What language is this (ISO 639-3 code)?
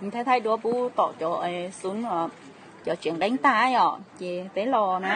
hmn